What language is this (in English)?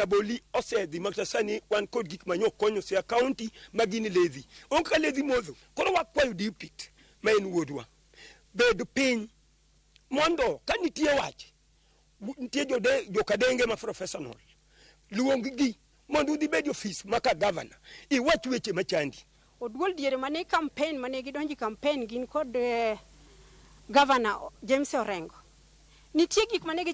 Luo (Kenya and Tanzania)